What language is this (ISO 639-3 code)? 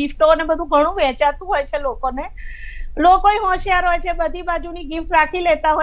guj